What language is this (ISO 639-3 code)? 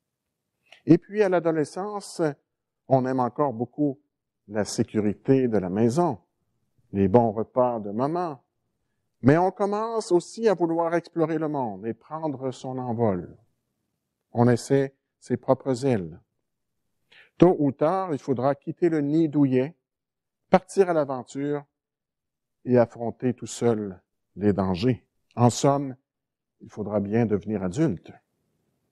fra